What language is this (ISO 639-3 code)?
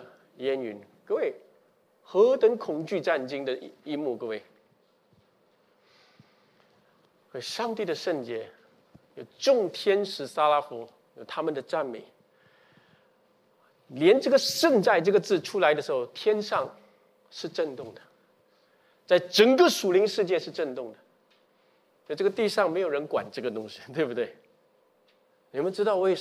zho